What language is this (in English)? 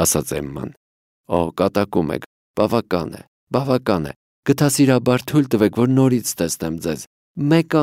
Armenian